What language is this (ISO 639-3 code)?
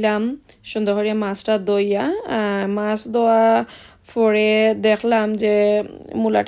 syl